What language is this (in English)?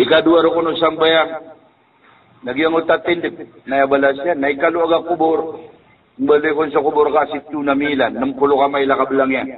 Maranao